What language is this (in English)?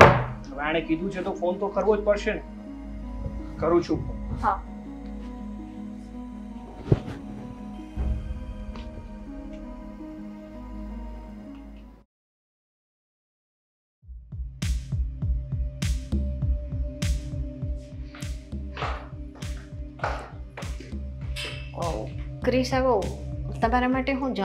Gujarati